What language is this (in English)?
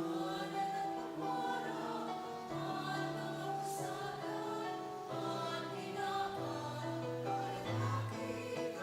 Bikol